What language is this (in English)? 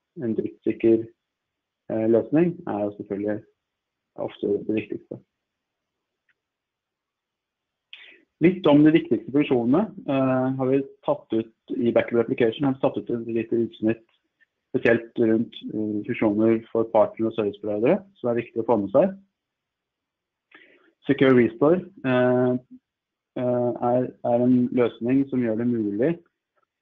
Norwegian